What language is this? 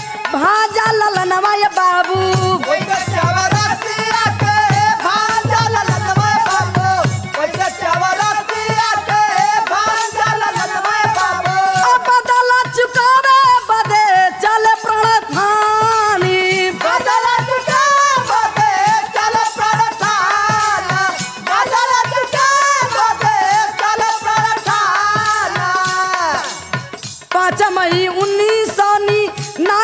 Bhojpuri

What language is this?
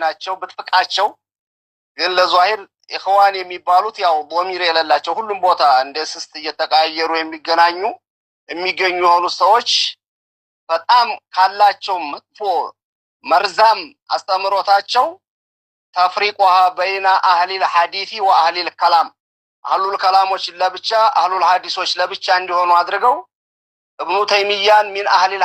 Amharic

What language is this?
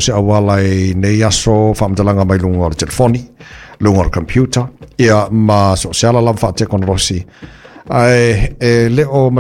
Samoan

